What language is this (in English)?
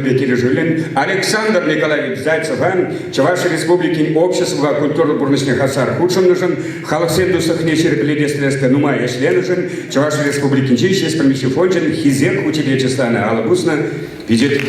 Chuvash